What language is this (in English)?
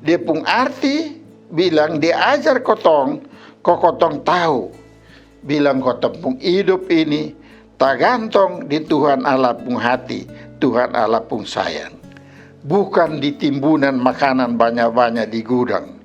Kupang Malay